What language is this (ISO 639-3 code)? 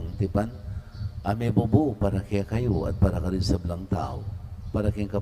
pam